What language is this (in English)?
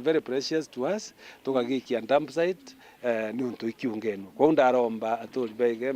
Meru